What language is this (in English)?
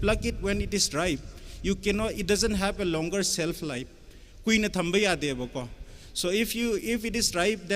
Tangkhul Naga (India)